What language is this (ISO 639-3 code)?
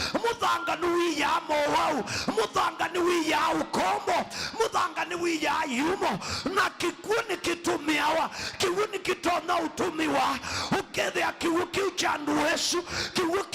kam